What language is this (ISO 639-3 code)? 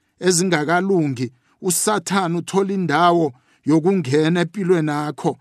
nbl